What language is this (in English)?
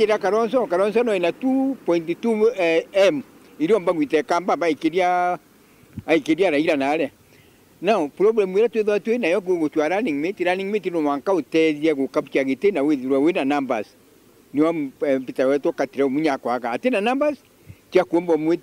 Meru